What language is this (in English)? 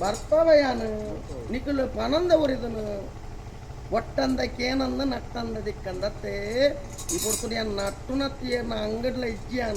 Tulu